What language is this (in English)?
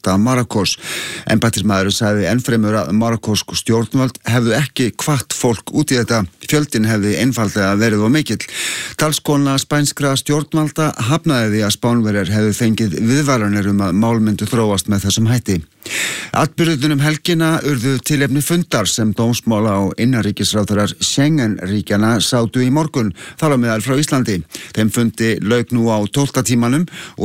Icelandic